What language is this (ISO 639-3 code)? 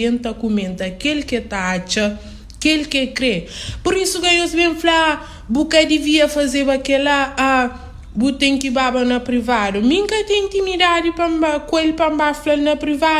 kea